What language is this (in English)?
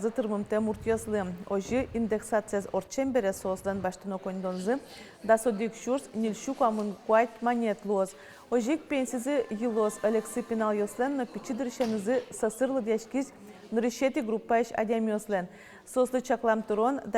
Udmurt